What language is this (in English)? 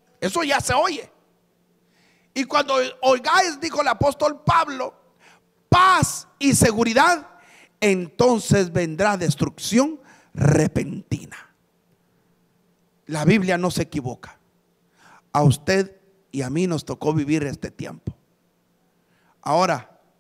Spanish